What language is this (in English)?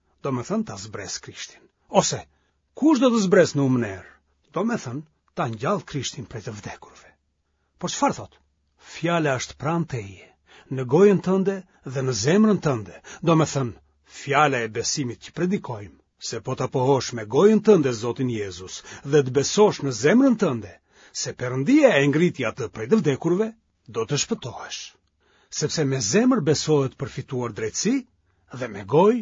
Albanian